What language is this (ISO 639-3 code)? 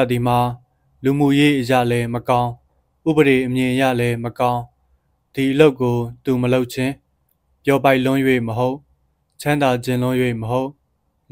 mya